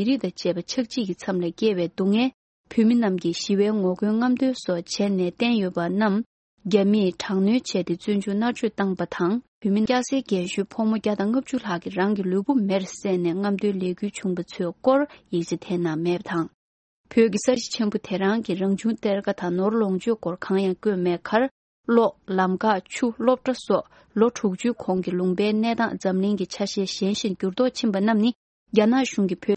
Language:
Tibetan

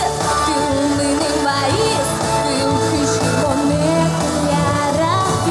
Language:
Udmurt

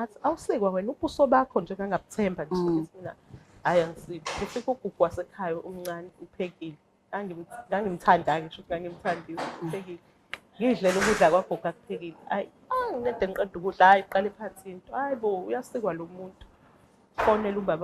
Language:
Zulu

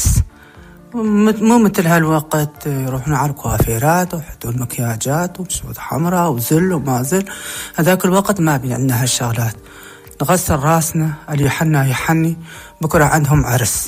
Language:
North Levantine Arabic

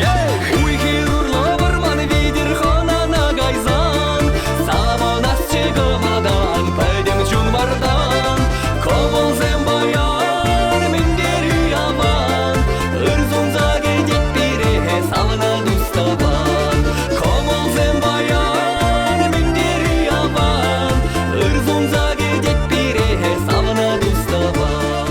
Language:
Chuvash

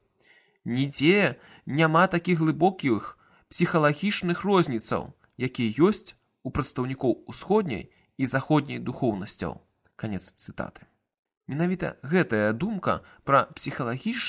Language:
Belarusian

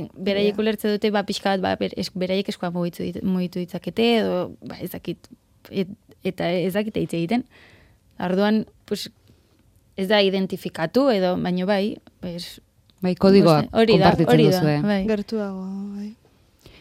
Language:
Basque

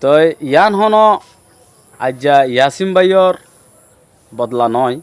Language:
Rohingya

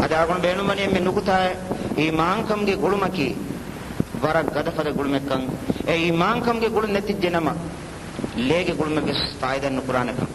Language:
Divehi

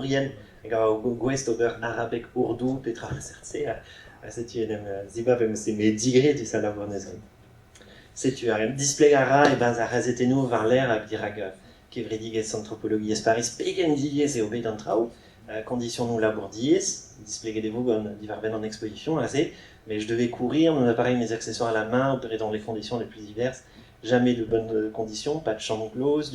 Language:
Breton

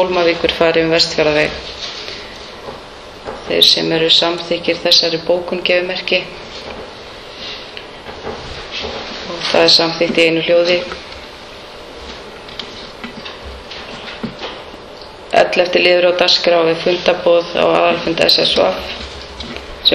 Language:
Icelandic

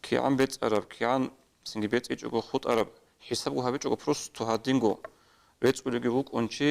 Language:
Avaric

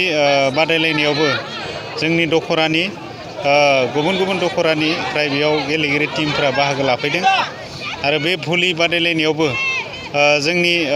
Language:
Bodo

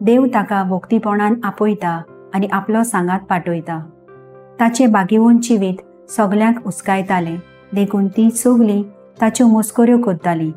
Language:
Konkani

